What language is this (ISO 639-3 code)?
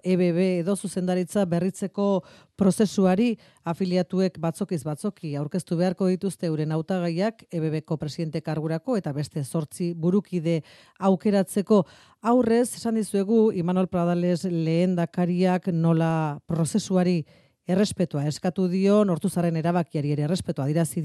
eus